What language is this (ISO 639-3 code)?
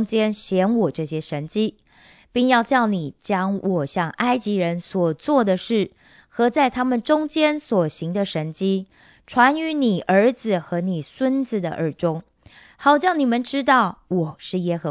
zho